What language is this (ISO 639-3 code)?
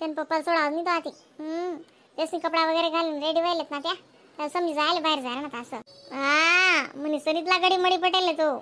khn